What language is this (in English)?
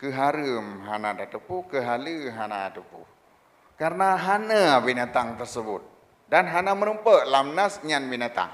Achinese